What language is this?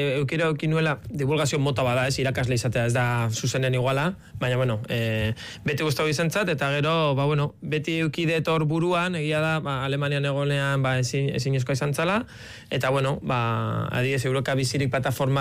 Basque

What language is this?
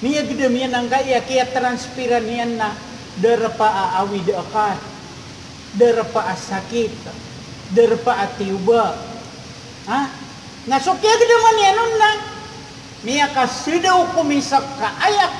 Maranao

